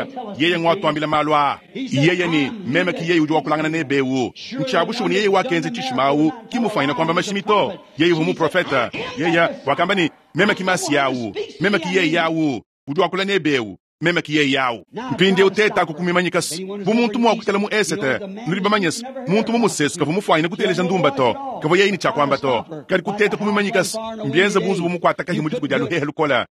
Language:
Luba-Lulua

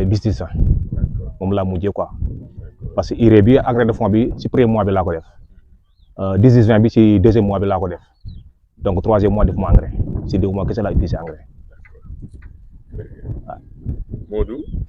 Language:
Wolof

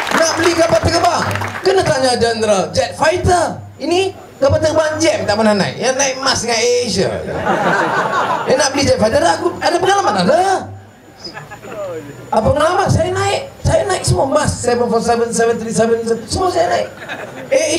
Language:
Malay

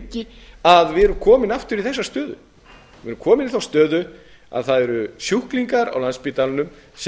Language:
Icelandic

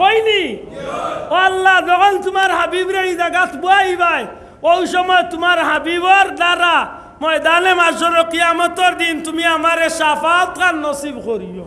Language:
Sylheti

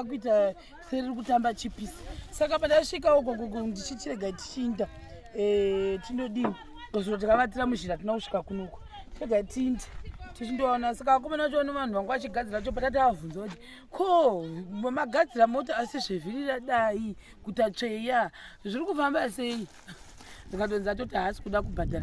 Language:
Shona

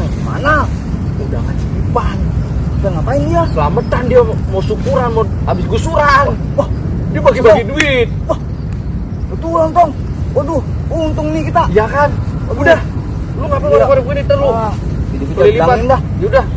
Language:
Betawi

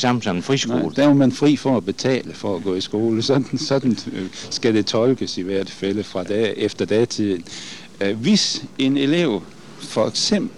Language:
Danish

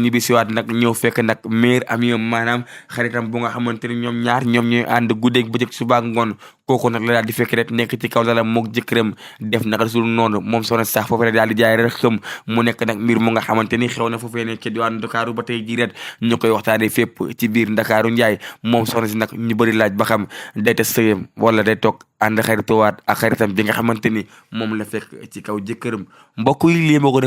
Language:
Wolof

